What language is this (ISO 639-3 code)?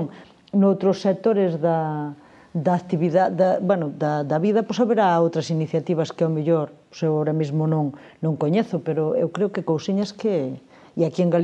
glg